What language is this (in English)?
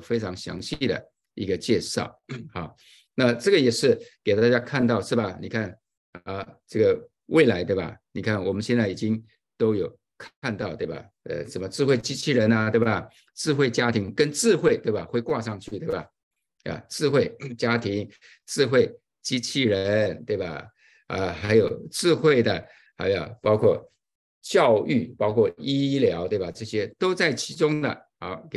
Chinese